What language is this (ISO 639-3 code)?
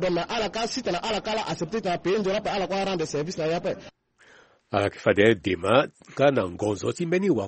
sag